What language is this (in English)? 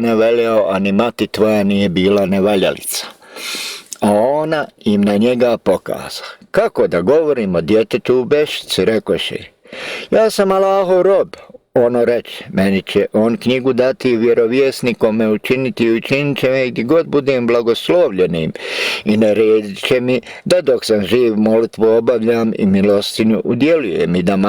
Bosnian